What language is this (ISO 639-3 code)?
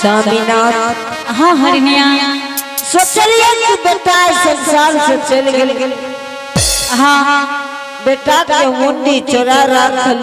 anp